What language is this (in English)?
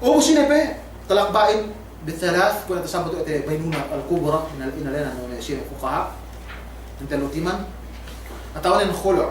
Yakan